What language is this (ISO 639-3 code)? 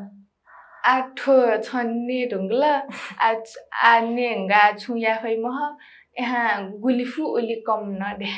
new